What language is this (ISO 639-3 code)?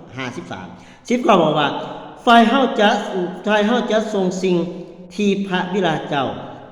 lao